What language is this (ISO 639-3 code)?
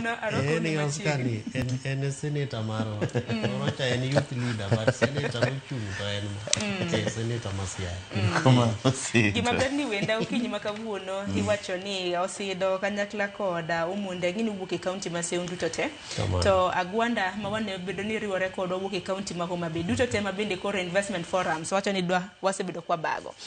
luo